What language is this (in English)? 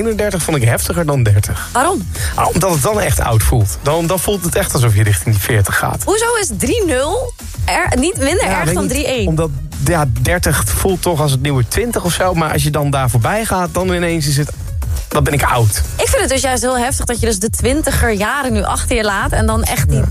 Dutch